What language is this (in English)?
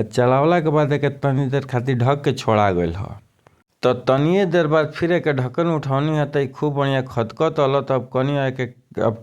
Bhojpuri